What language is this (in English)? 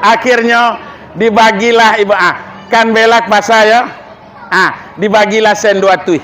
Minangkabau